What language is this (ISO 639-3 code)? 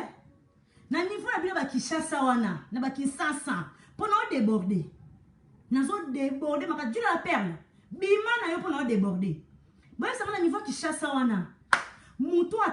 lin